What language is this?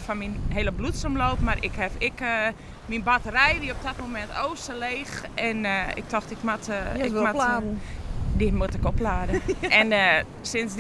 Western Frisian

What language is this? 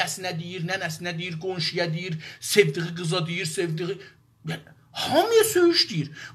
South Azerbaijani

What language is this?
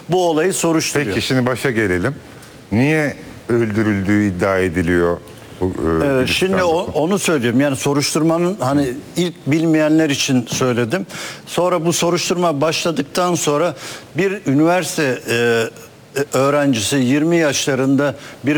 Turkish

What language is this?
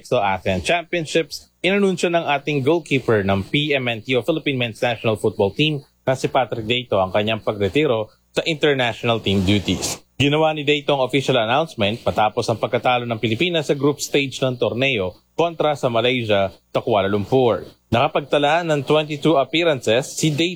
Filipino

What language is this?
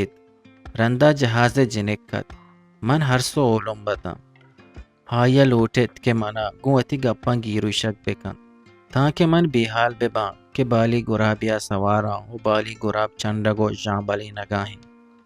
Eastern Balochi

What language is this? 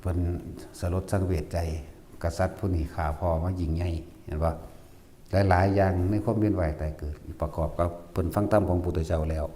Northeastern Thai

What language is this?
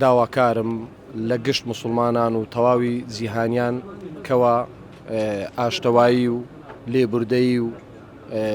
Central Kurdish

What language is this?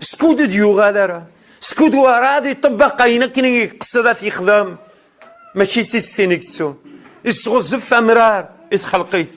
Kabyle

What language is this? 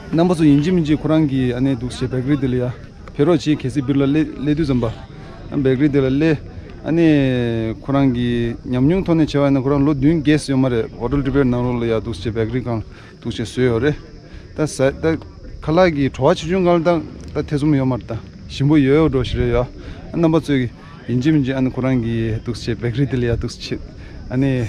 Tibetan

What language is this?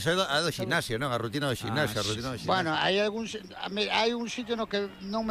Galician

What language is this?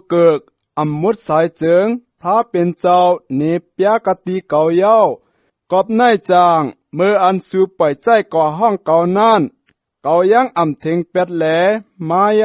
Shan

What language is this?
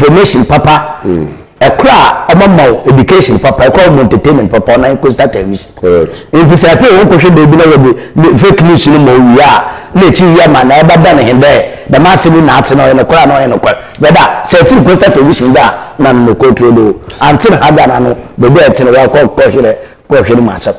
Akan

